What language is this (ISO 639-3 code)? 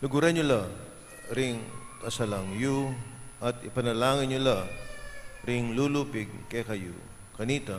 pam